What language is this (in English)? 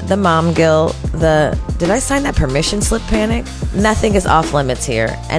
English